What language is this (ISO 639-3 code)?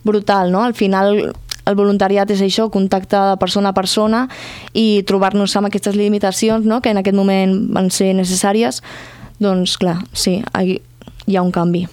cat